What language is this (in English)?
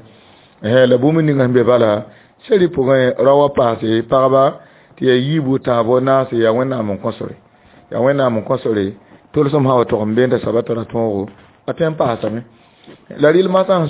Mossi